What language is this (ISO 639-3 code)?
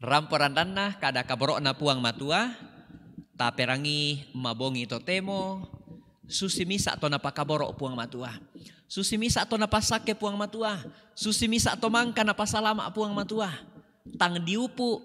sda